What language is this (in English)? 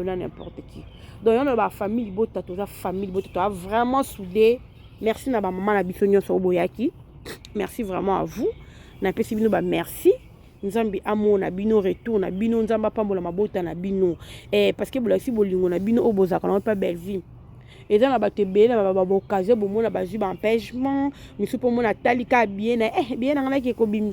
Lingala